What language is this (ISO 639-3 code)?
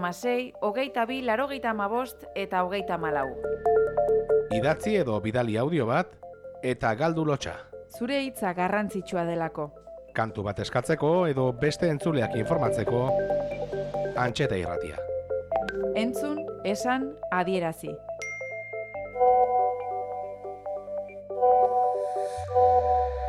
eus